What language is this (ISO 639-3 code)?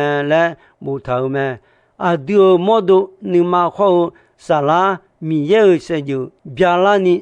ahk